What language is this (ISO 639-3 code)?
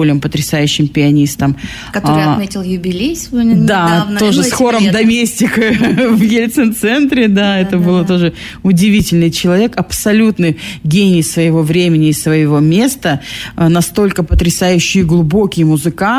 rus